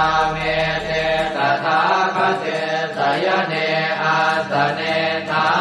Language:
Pali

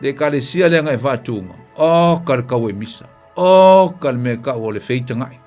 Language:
Samoan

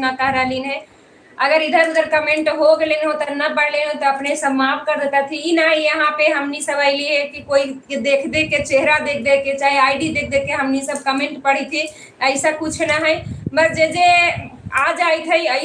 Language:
Magahi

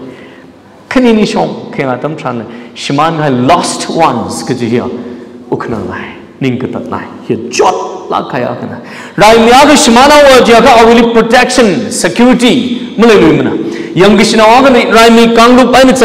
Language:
Tangkhul Naga (India)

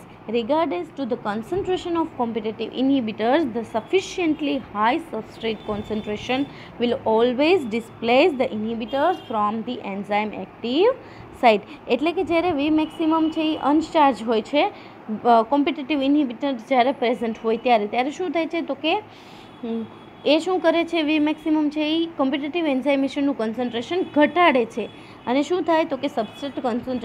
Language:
Gujarati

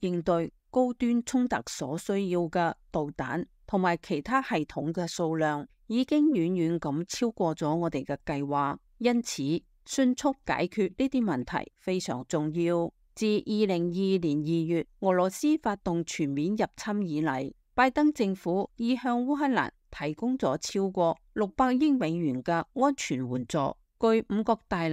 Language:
Cantonese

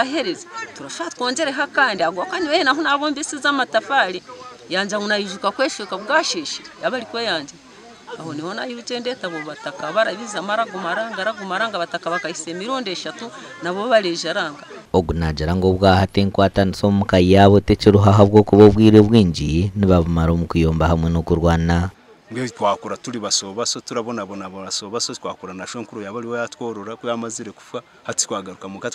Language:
Nyankole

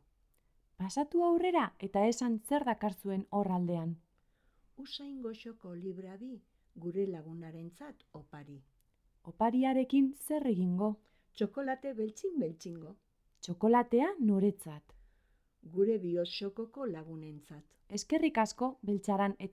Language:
Basque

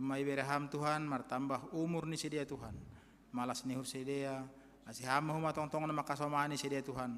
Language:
Batak Simalungun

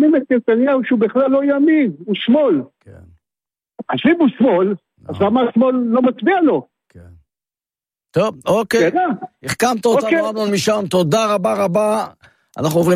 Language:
Hebrew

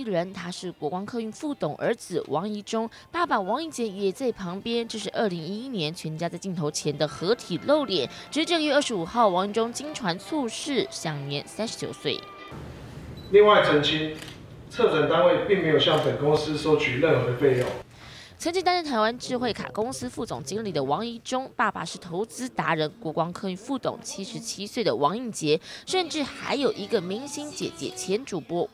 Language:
Chinese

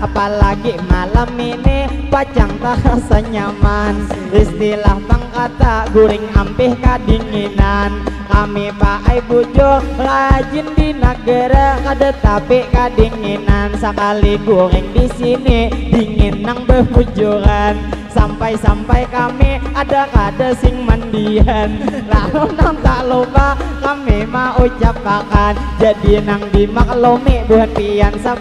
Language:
Banjar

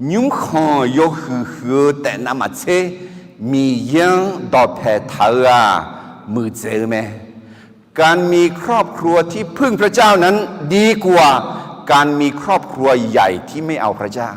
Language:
Akha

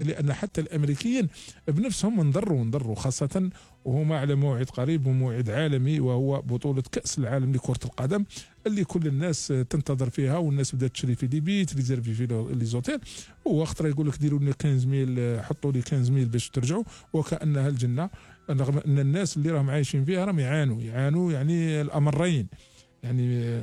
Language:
Algerian Arabic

